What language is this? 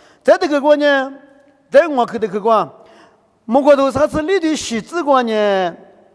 Lisu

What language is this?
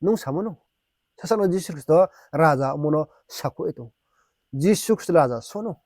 Riang (India)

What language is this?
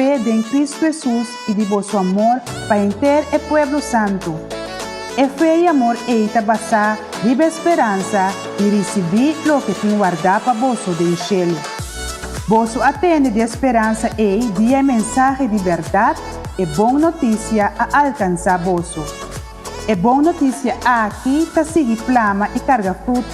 Papiamento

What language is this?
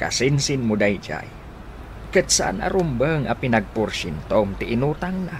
Iloko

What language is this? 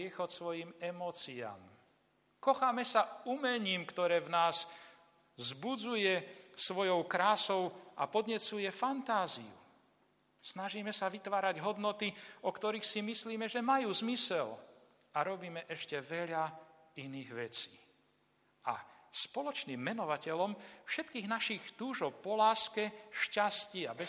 Slovak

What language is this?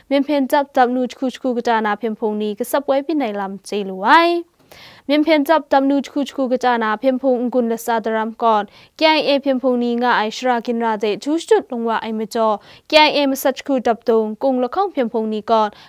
Kachin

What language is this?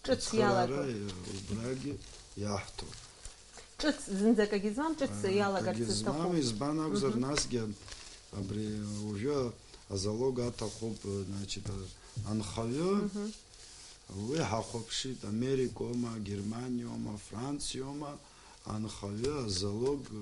Abkhazian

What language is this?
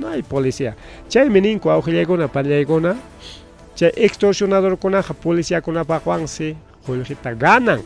Ayacucho Quechua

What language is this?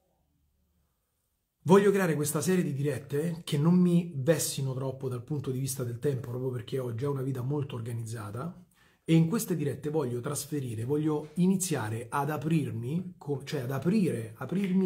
Italian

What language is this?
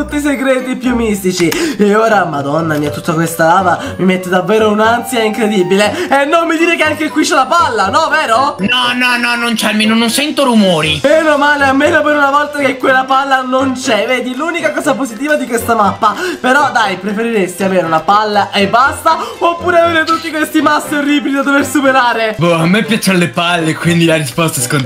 Italian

